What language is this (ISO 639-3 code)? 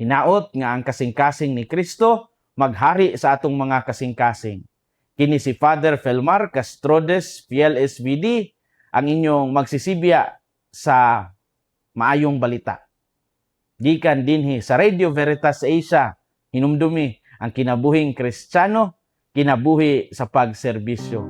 ceb